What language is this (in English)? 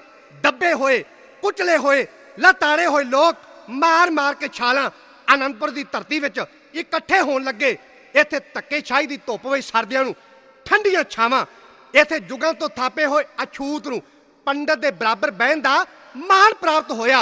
Punjabi